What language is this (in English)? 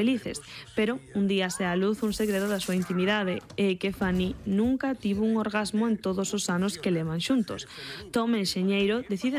Galician